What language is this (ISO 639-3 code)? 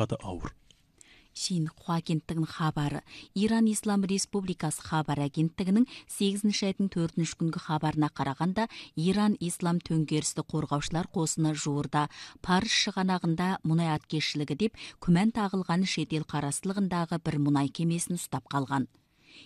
kaz